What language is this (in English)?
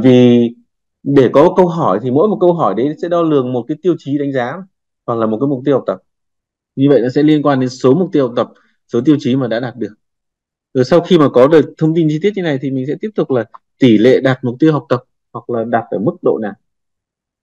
Vietnamese